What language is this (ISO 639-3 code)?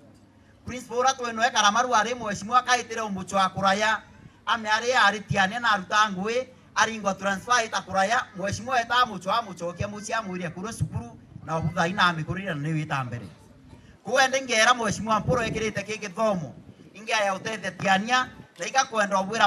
mer